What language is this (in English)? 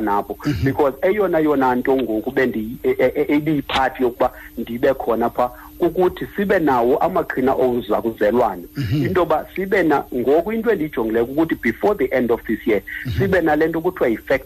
Xhosa